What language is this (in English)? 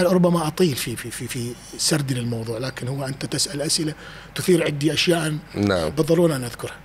Mesopotamian Arabic